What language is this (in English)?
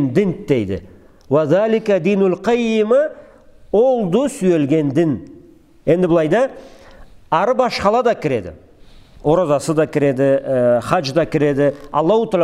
Karachay-Balkar